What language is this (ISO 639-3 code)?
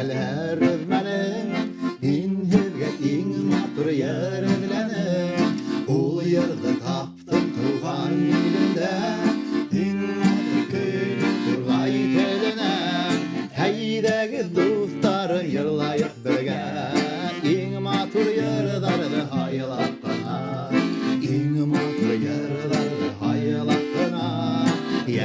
bak